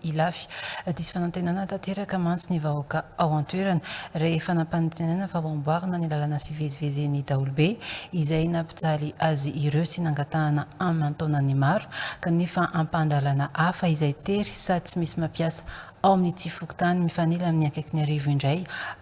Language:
Malagasy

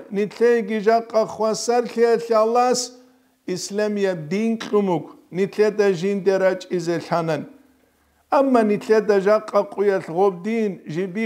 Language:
Avaric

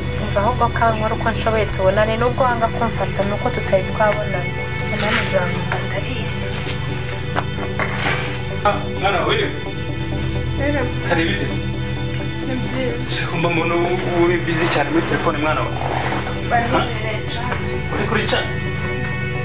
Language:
Kinyarwanda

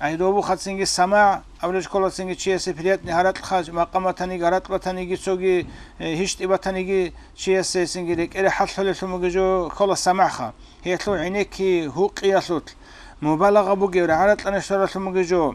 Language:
Avaric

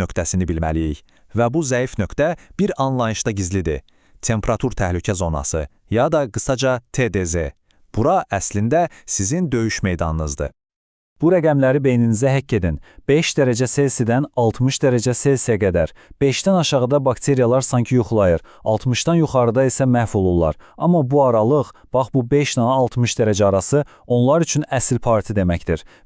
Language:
Azerbaijani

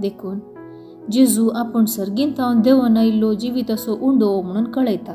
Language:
Konkani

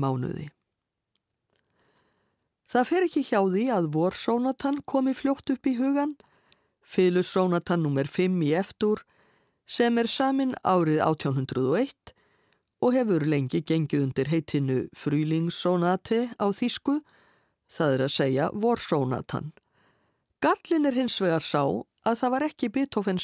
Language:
Icelandic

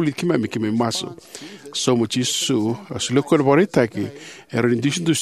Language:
Fijian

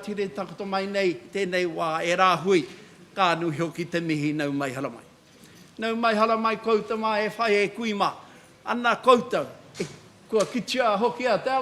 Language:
Māori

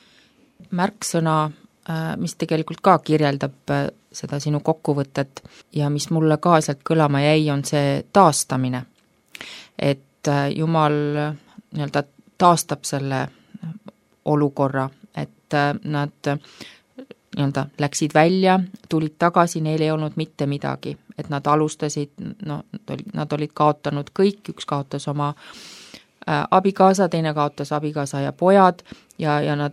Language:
Estonian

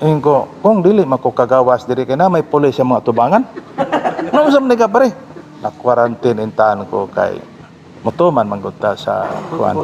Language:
Cebuano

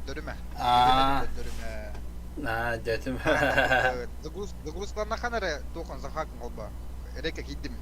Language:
Yakut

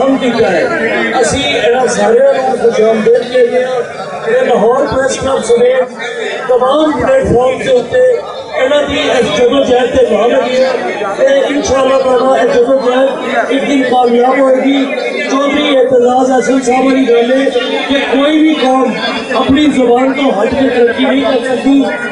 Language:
Western Panjabi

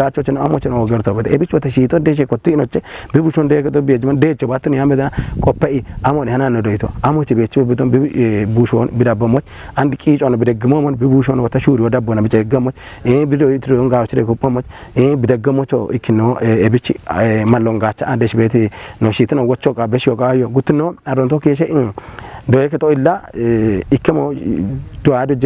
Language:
Kafa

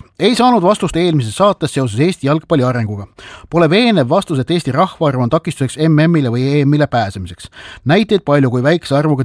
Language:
Estonian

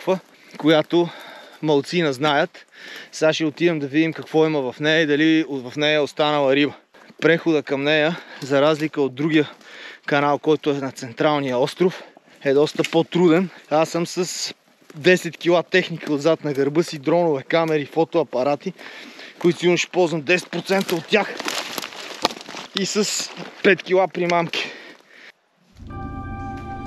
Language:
Bulgarian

